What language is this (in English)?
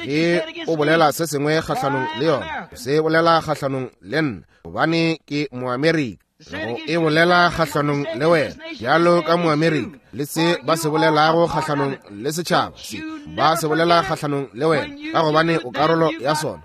Northern Sotho